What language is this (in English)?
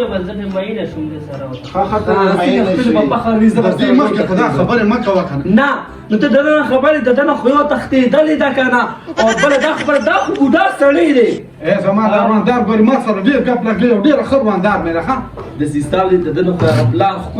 Pashto